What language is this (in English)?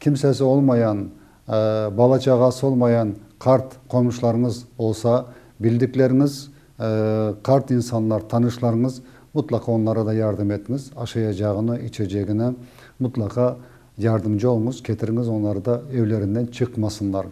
Crimean Tatar